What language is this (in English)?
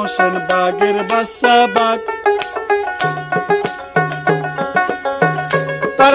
Bangla